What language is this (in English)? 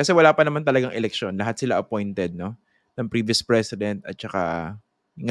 Filipino